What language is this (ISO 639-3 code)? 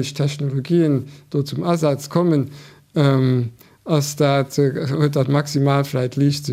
ltz